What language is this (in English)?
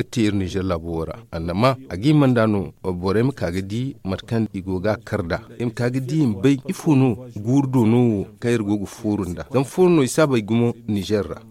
Zarma